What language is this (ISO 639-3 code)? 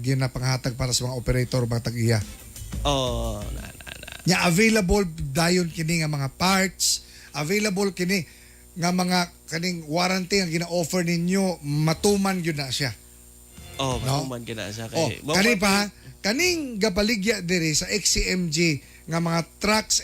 ceb